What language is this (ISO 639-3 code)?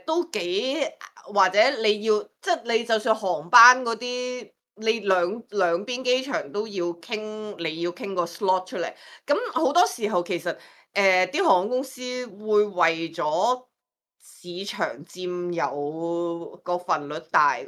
yue